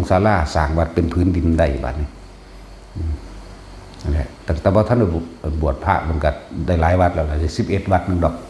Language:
Northeastern Thai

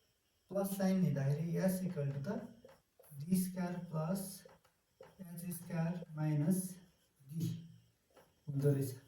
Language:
Nepali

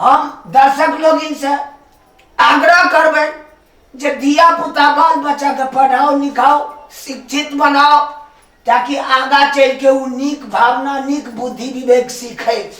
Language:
Maithili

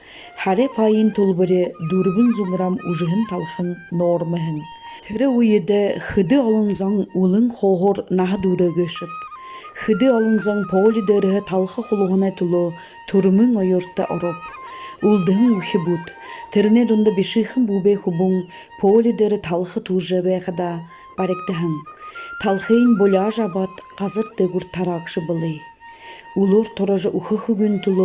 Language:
Buriat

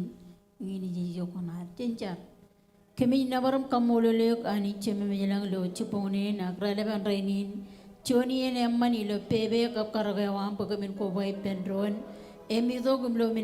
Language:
Marshallese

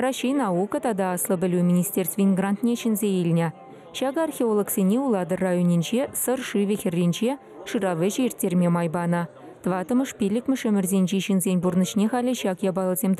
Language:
Chuvash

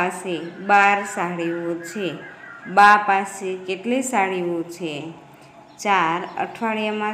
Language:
Gujarati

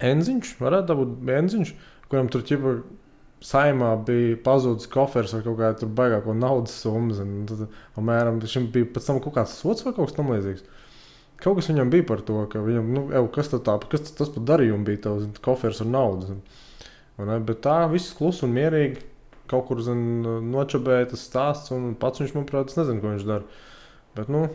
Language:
Latvian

